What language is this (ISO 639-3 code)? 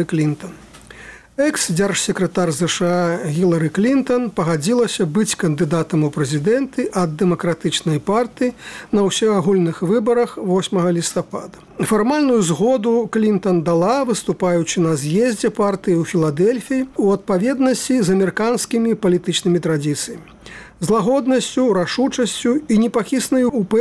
bel